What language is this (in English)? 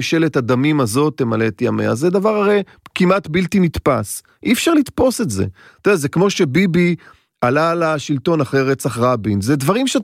Hebrew